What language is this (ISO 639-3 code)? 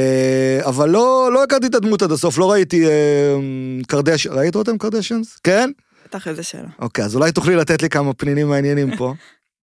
heb